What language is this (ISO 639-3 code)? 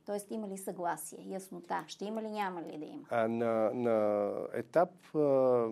bul